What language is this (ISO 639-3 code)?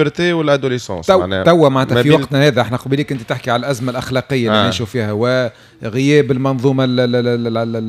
aeb